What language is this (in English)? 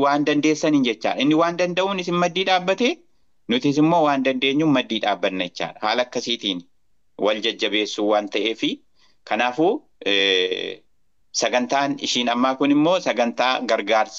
Oromo